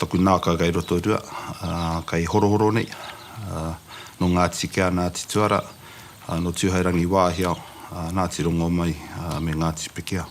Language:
Māori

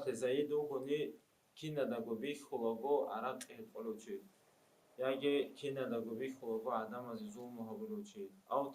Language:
Avaric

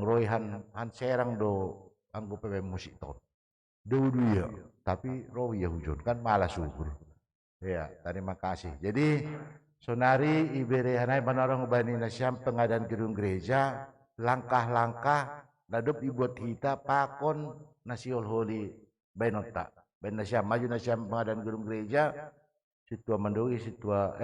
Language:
Batak Simalungun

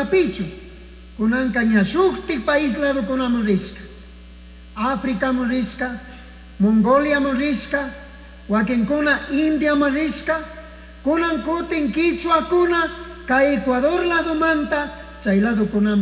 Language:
Chimborazo Highland Quichua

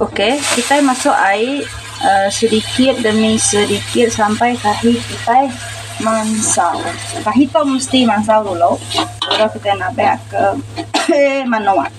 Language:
Iban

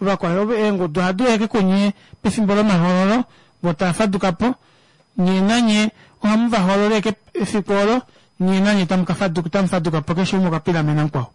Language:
Kuanyama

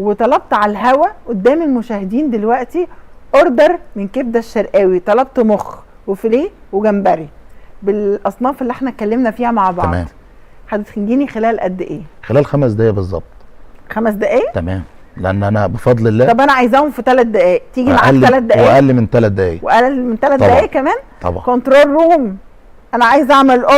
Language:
Egyptian Arabic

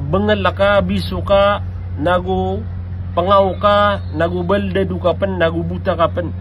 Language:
Maranao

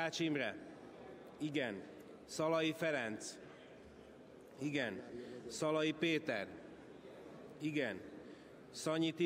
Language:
Hungarian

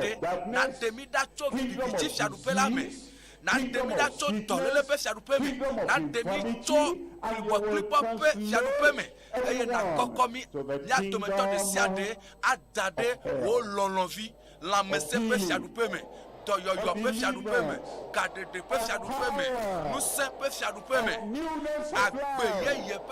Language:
Ewe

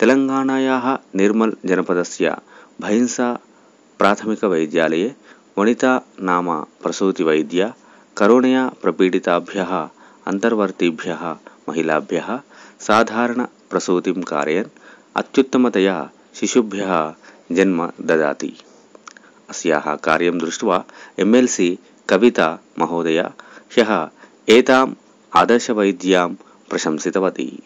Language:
Sanskrit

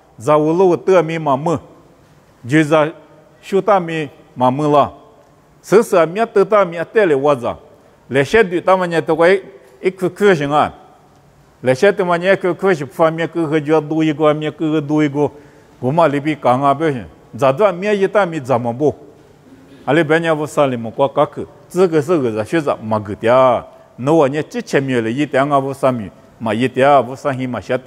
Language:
Lisu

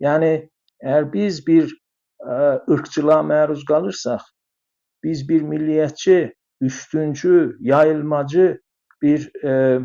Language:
South Azerbaijani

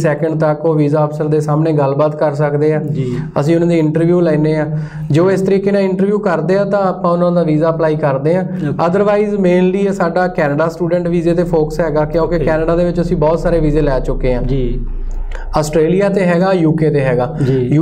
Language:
Punjabi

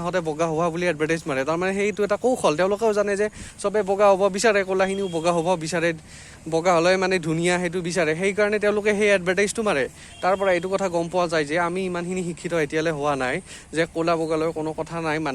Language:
Assamese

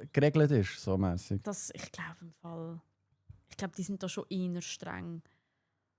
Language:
Swiss German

